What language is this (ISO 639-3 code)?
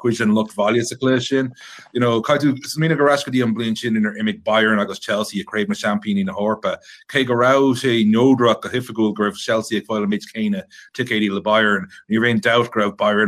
gle